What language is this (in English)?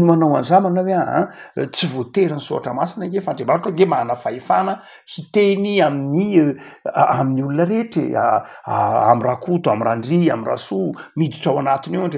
Malagasy